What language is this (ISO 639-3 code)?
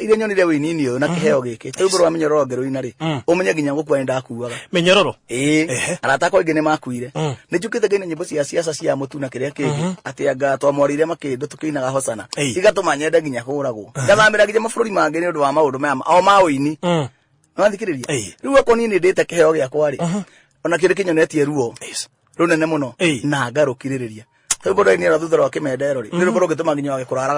kik